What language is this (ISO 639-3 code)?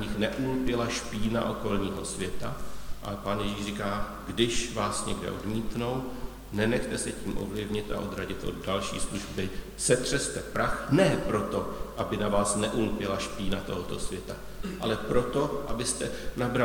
ces